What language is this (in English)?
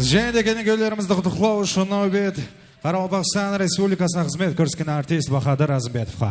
Kara-Kalpak